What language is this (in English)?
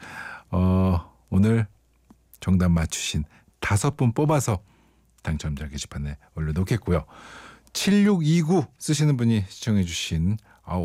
Korean